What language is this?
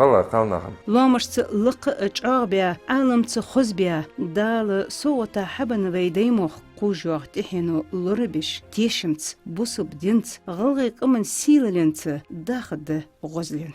Ingush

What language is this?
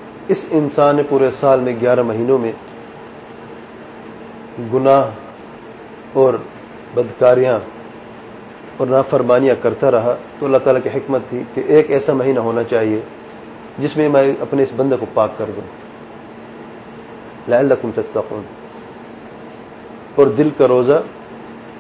Urdu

